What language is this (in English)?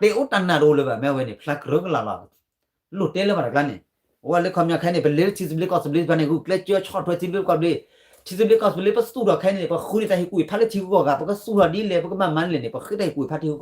S'gaw Karen